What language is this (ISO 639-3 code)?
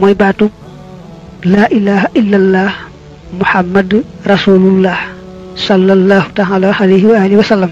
wol